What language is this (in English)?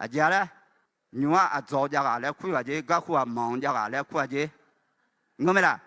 Akha